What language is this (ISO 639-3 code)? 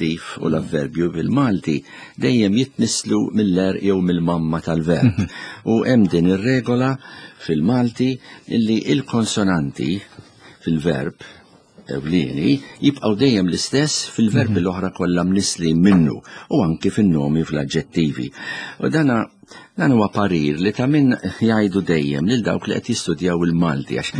mlt